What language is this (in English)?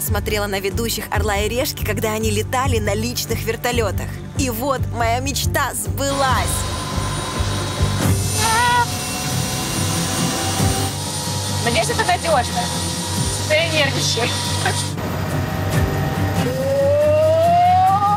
Russian